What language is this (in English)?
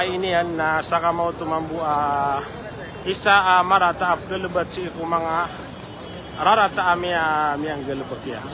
Maranao